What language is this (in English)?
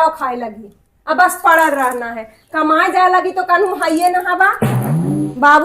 Magahi